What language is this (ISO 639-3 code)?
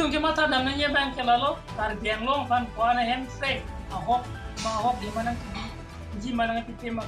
mjw